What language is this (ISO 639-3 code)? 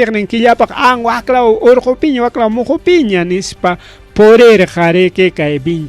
quy